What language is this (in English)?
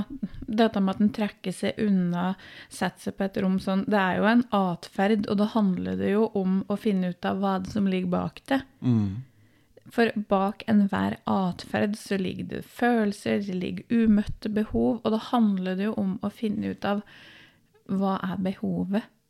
Norwegian